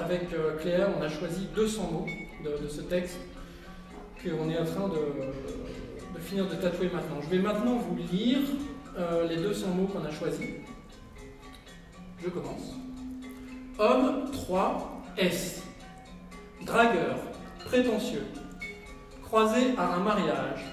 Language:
French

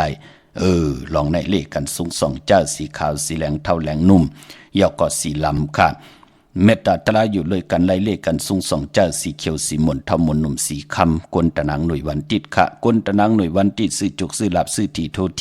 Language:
Shan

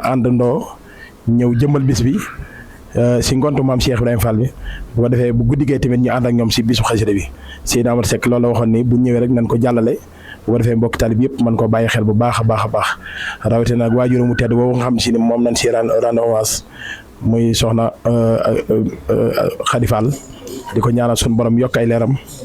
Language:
Wolof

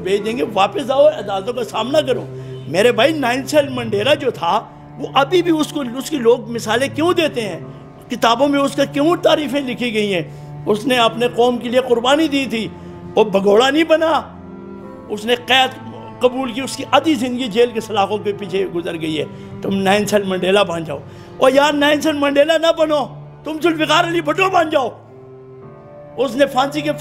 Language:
Urdu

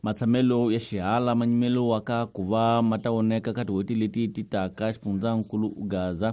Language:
Tsonga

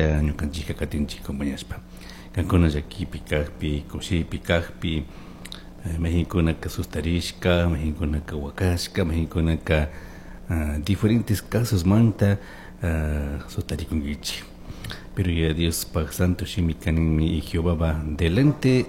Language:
Chimborazo Highland Quichua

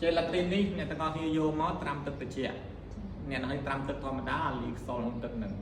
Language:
Khmer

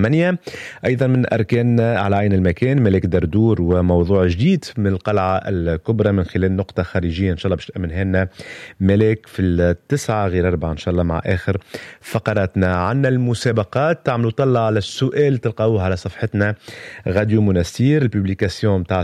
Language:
Tunisian Arabic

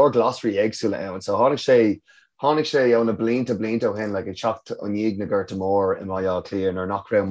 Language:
Irish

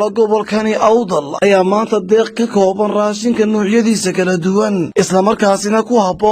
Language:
Somali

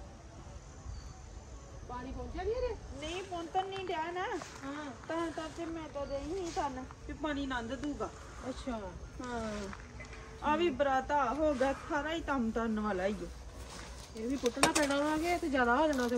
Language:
Punjabi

